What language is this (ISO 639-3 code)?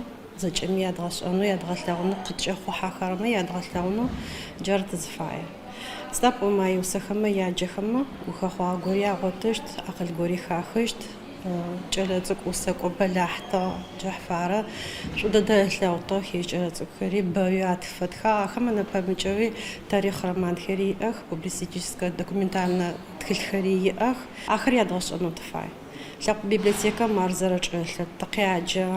ady